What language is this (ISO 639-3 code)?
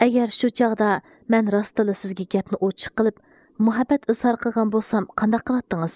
uig